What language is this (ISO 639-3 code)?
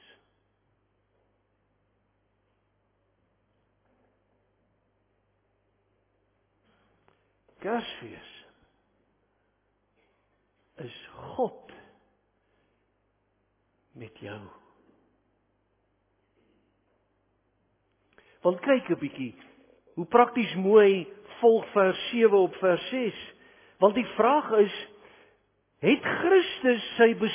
afr